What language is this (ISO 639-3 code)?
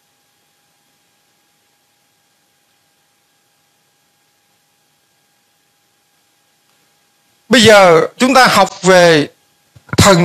vie